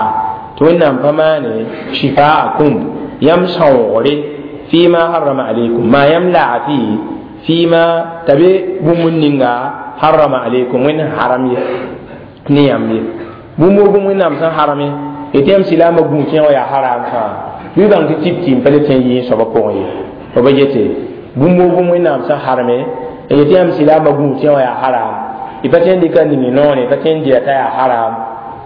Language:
Mossi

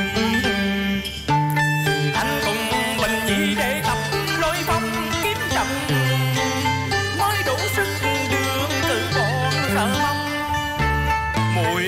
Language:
Vietnamese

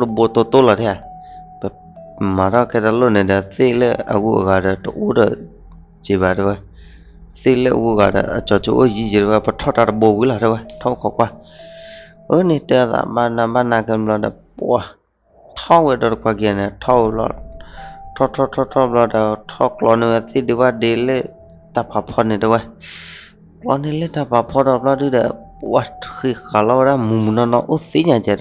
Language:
S'gaw Karen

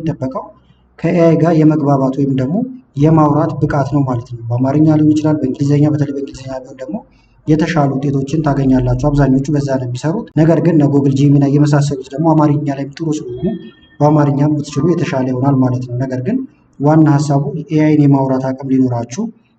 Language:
Amharic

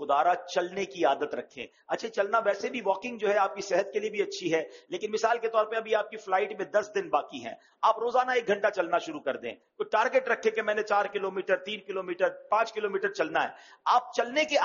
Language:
Urdu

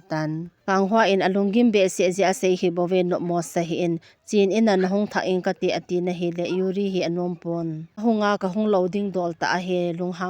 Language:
Thado Chin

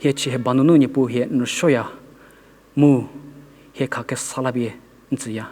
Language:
Angami Naga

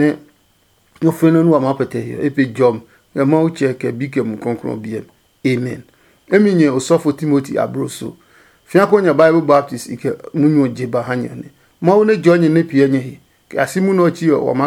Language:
Adangme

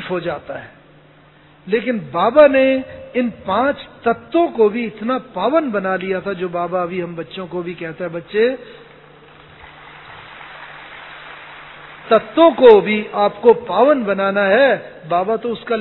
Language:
Hindi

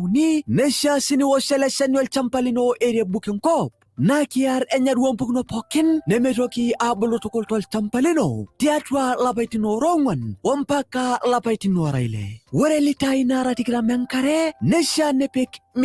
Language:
Masai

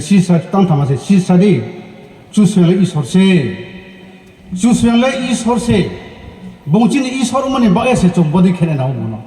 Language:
Riang (India)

